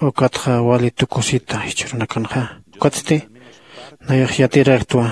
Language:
Aymara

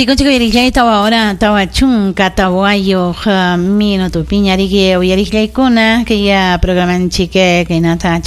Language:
Ayacucho Quechua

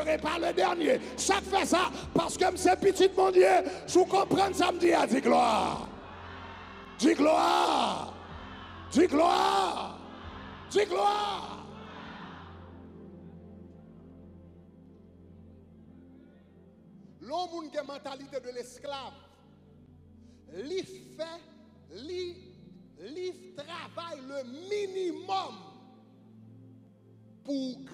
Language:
French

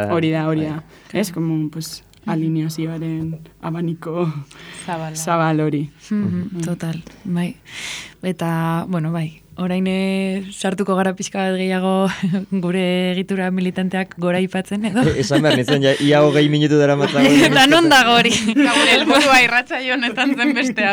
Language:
Basque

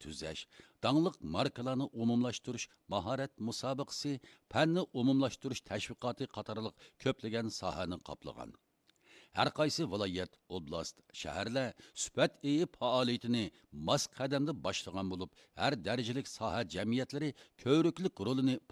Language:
Uyghur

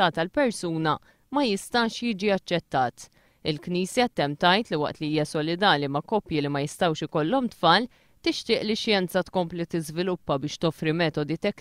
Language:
Maltese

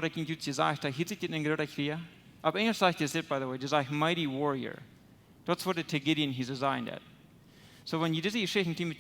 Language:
Plautdietsch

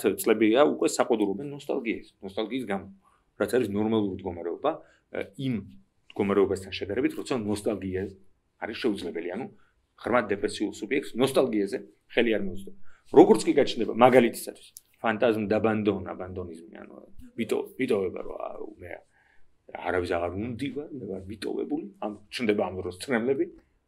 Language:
Georgian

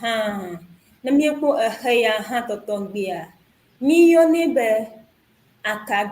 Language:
Ewe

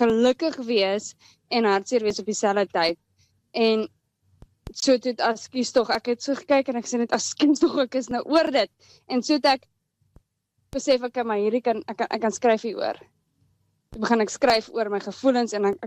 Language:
Afrikaans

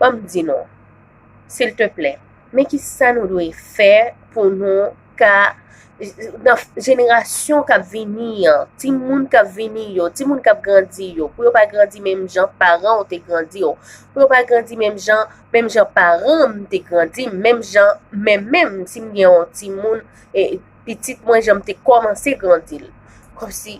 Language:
Haitian Creole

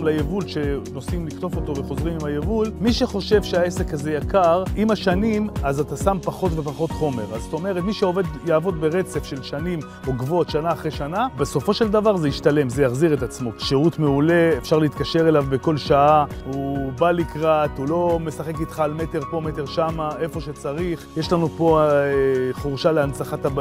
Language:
Hebrew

